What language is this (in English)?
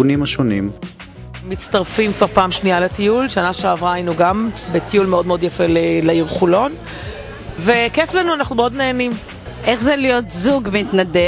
Hebrew